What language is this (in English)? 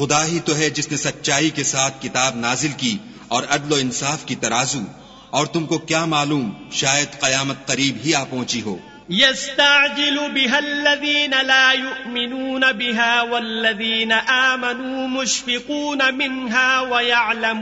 Urdu